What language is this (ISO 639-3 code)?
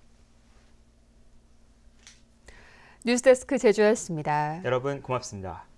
kor